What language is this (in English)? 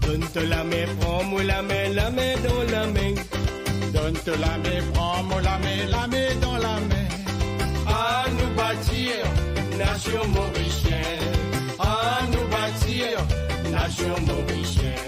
Morisyen